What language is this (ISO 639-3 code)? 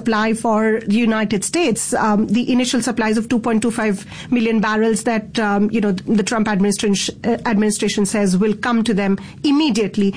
eng